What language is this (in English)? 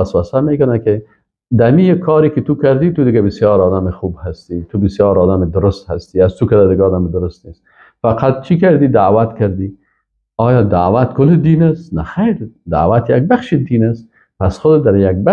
Persian